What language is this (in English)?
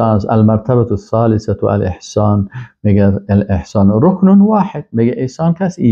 Persian